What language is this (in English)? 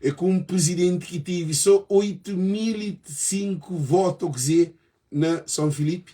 Kabuverdianu